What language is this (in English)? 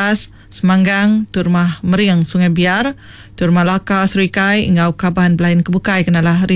Iban